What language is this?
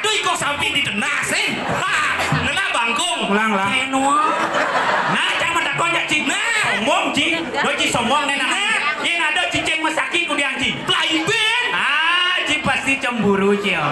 Balinese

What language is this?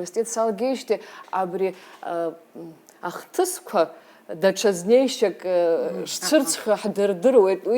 Abkhazian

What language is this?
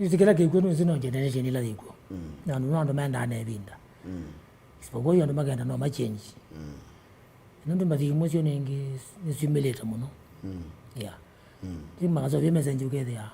Kamba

